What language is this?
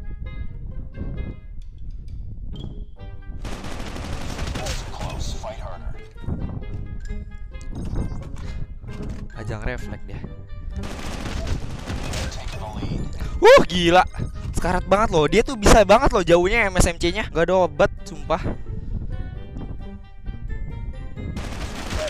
Indonesian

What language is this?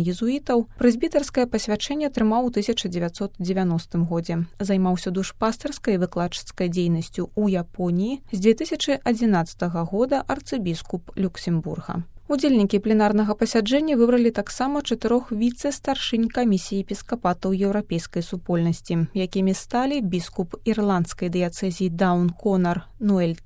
Belarusian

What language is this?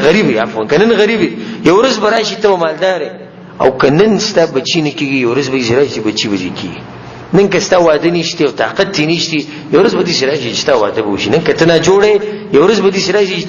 Pashto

